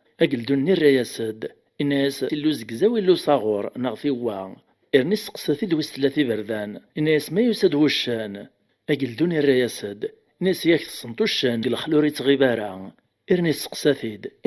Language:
Kabyle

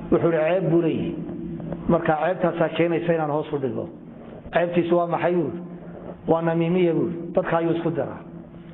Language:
Somali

